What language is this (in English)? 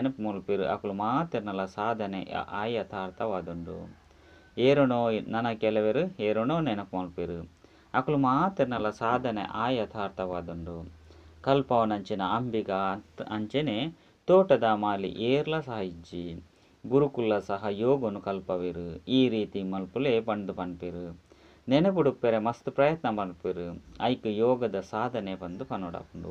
Tulu